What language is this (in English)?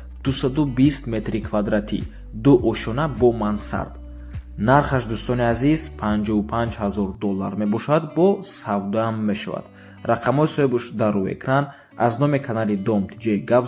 Tajik